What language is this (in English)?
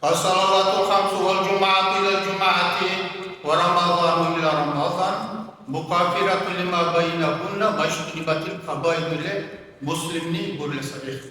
Dargwa